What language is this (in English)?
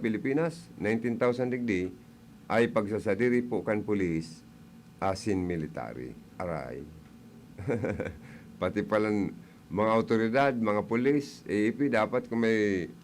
Bikol